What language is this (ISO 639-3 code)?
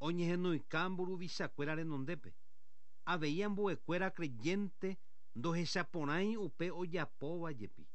grn